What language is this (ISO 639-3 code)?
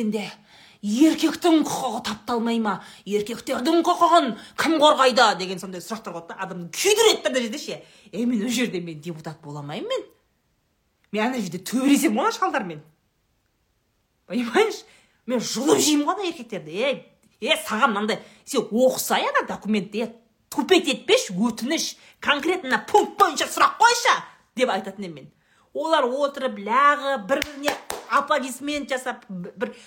kaz